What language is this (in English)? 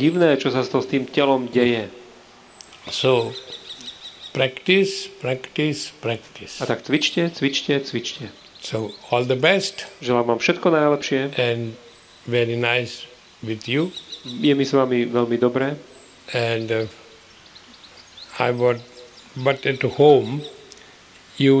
Slovak